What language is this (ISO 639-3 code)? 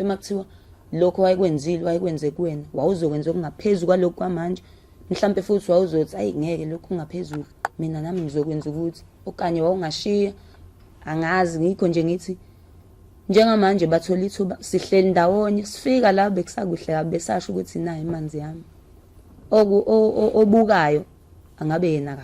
zul